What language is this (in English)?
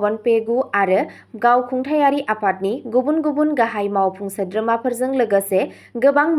Bodo